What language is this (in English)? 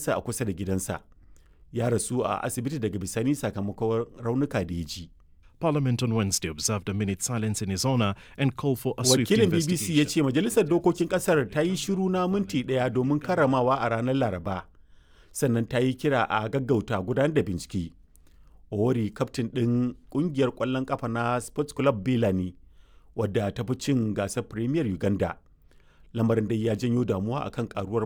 Hausa